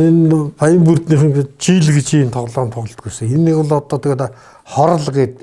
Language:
Mongolian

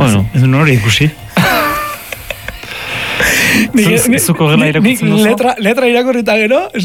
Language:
Basque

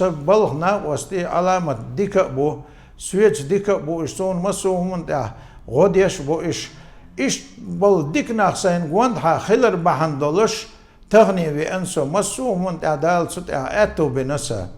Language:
Chechen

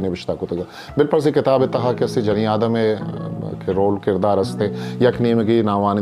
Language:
Eastern Balochi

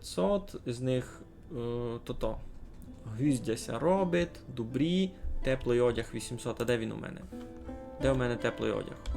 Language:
Rusyn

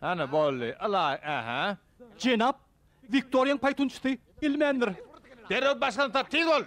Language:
Turkmen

